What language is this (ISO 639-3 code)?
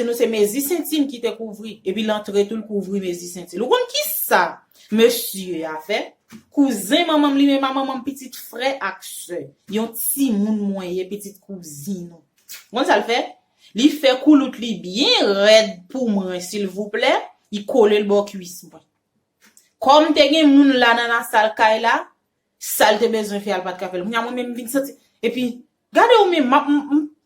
hat